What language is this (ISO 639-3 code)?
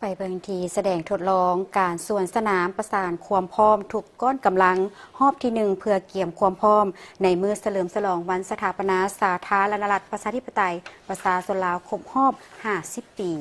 lao